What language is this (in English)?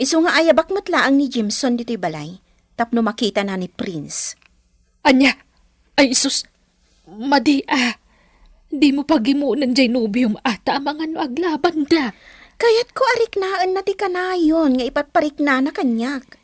Iloko